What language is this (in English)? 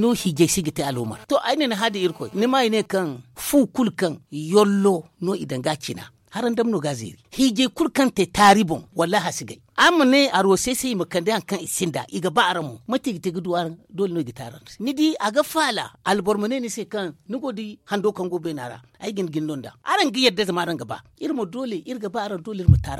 Zarma